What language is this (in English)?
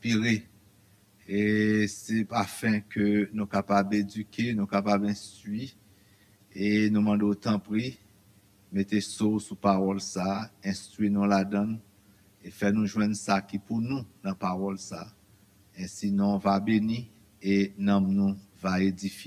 Haitian Creole